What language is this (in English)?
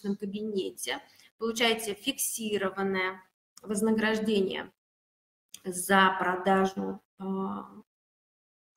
Russian